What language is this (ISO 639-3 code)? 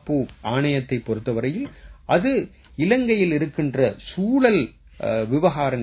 tam